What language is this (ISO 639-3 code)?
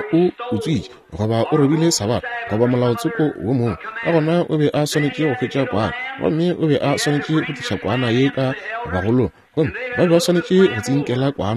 nso